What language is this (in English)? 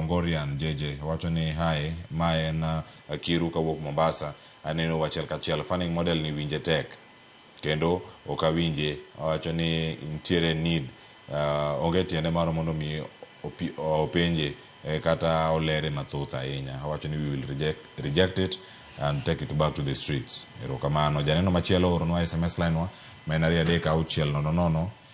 Luo (Kenya and Tanzania)